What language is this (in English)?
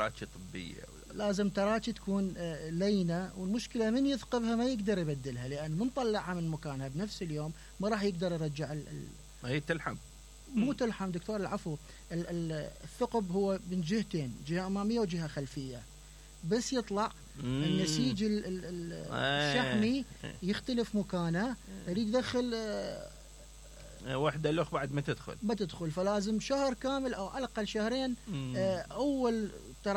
Mesopotamian Arabic